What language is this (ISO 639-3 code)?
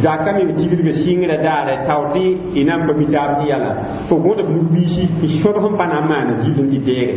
mos